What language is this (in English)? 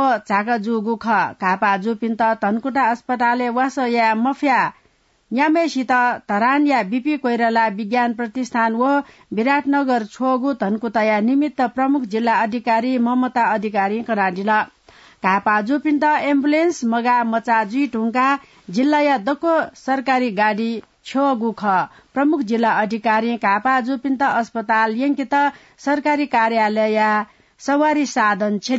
Newari